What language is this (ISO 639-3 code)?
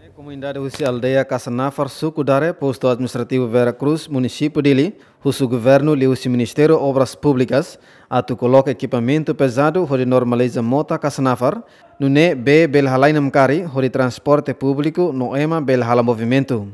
tet